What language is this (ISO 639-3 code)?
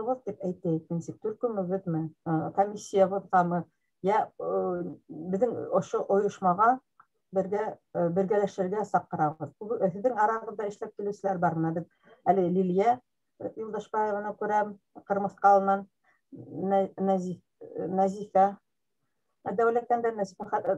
bak